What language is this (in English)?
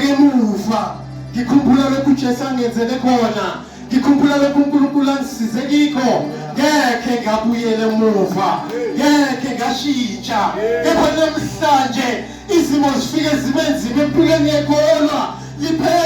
Zulu